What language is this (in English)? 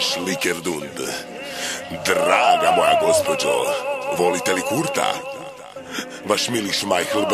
Croatian